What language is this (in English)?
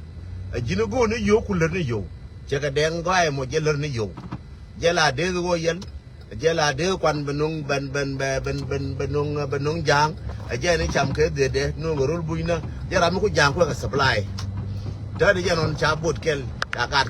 Nuer